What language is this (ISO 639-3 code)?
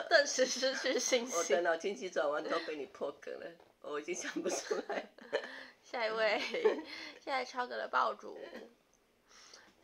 zho